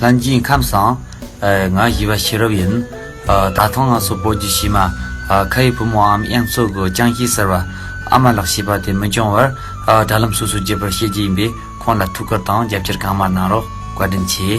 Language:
Tibetan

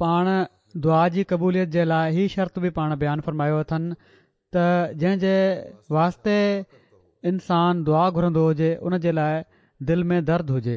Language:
Sindhi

